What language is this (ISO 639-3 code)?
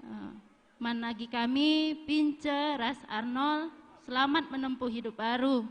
btx